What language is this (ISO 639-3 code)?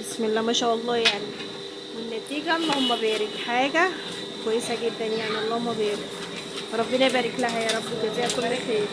arz